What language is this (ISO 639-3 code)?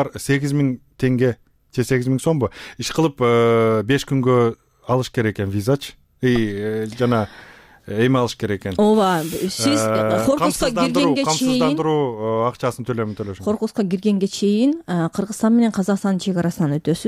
kir